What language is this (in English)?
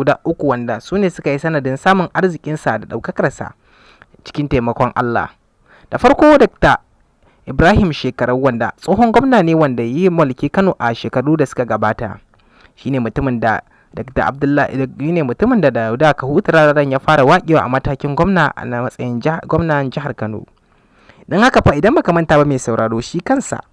Hausa